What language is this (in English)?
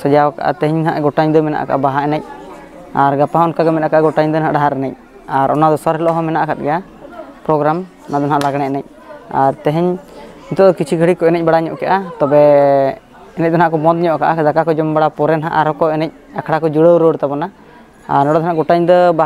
Santali